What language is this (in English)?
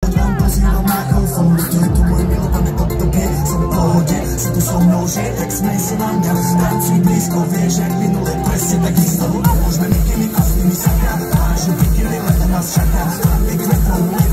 Slovak